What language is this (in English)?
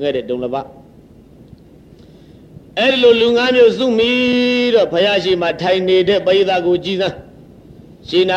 Burmese